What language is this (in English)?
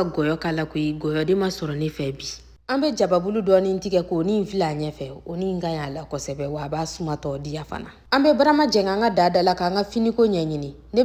Bambara